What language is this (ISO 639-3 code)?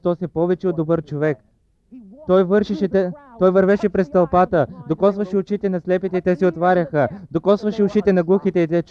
bul